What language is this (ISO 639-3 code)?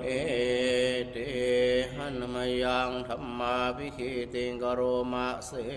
pli